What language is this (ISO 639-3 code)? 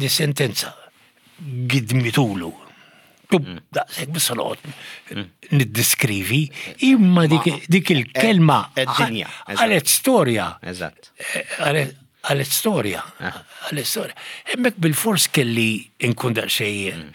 mlt